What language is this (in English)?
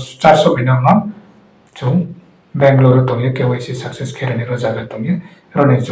Riang (India)